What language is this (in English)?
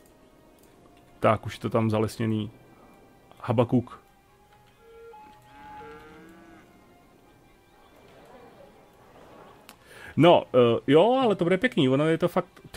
Czech